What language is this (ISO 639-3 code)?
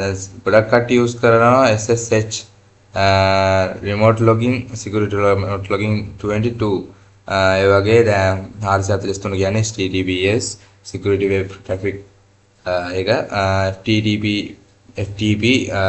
sin